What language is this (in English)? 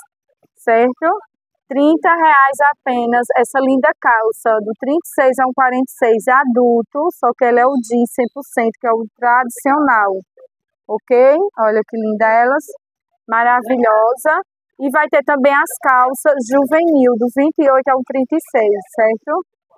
Portuguese